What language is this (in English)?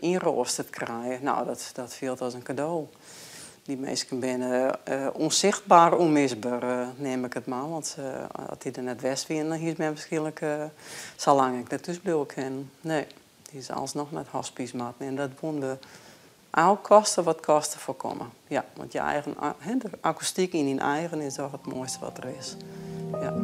Western Frisian